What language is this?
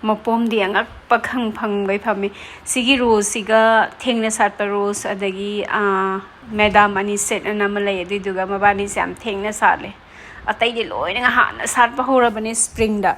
Manipuri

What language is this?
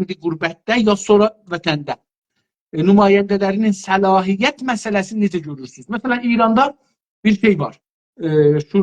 South Azerbaijani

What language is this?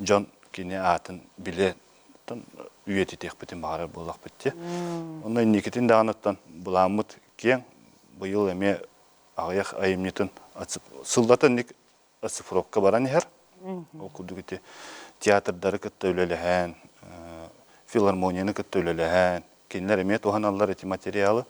Yakut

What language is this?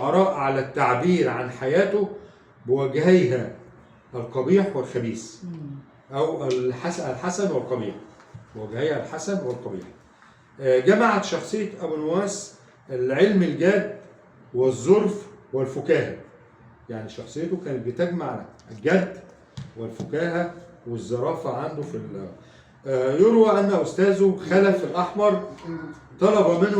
Egyptian Arabic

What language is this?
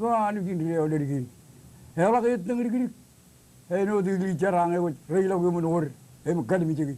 Marshallese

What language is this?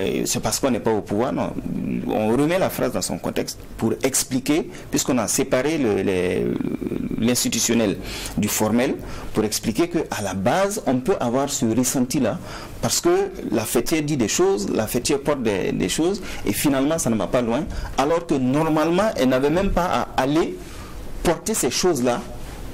French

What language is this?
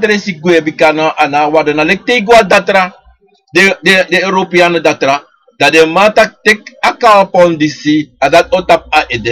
Sranan Tongo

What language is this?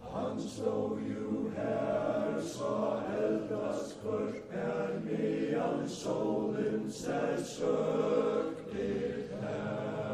Faroese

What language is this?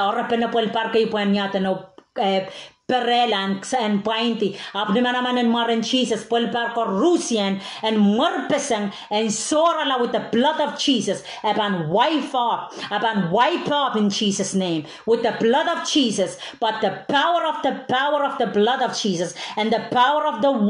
Pohnpeian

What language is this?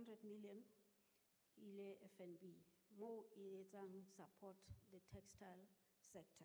Southern Sotho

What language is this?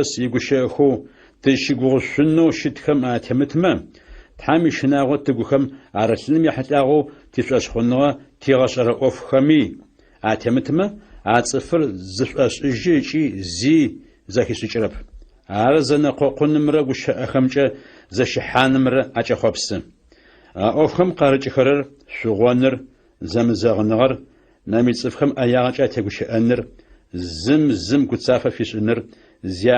Adyghe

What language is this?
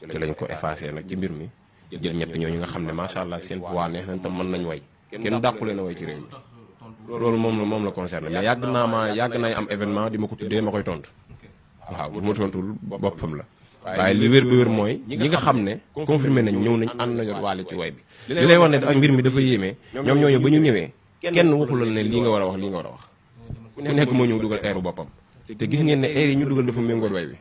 Wolof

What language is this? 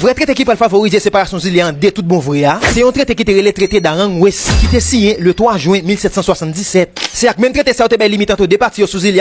Haitian Creole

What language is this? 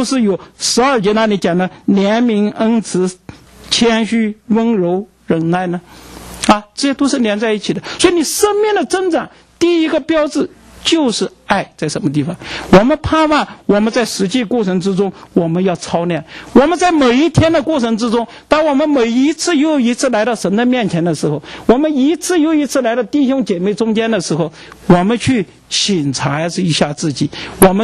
Chinese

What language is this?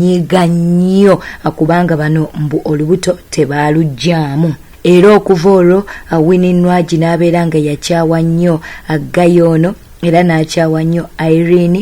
Ganda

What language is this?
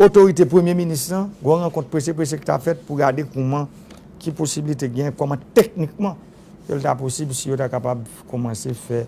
Haitian Creole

